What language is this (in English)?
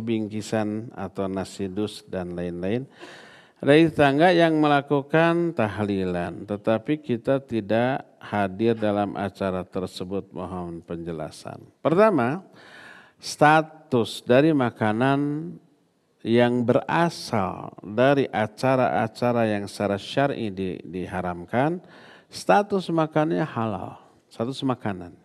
Indonesian